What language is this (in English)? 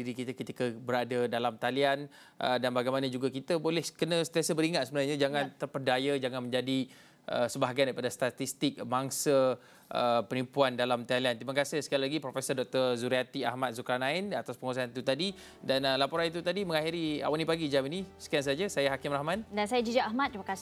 Malay